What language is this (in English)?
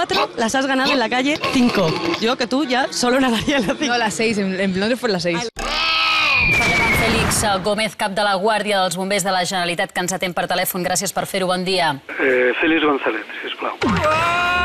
Catalan